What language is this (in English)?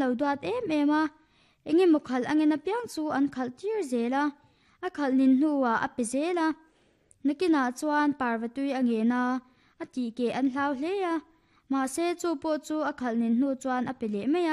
Mizo